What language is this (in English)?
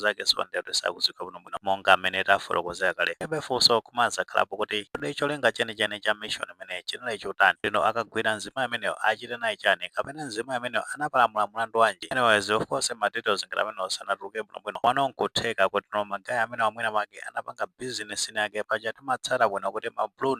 Nyanja